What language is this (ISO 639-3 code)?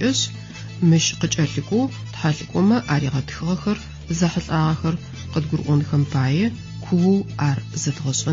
ady